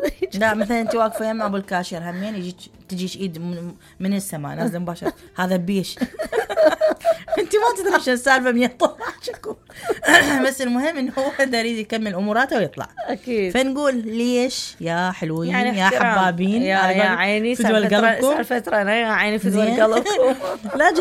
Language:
Mesopotamian Arabic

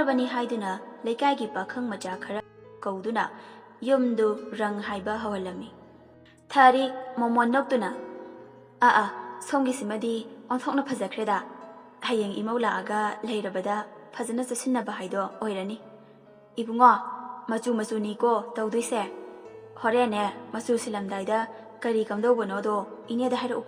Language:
Manipuri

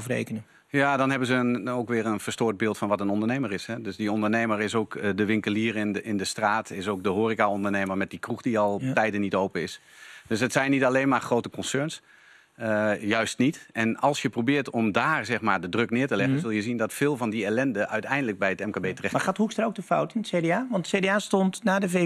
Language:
Dutch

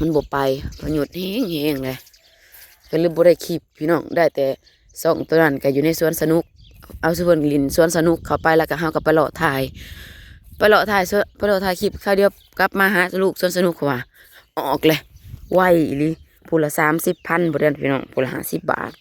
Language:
Northeastern Thai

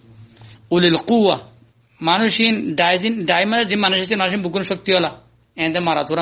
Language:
Rohingya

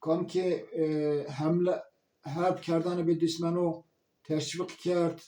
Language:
Zaza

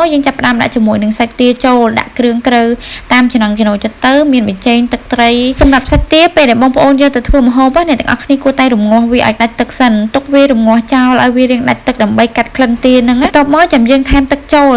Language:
Khmer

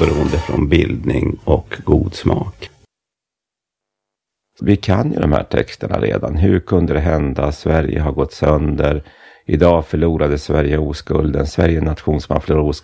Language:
Swedish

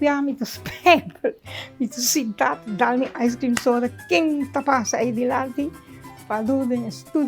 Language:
Papiamento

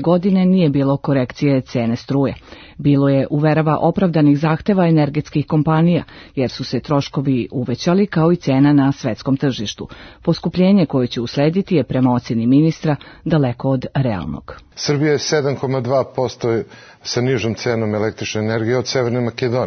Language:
Serbian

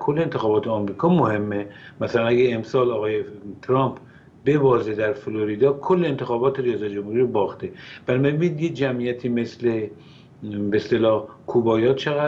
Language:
Persian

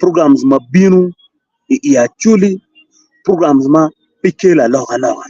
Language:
Acoli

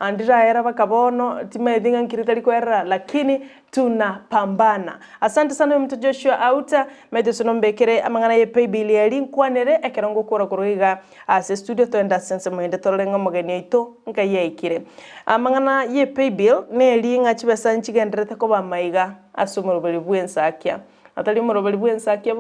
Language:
Gusii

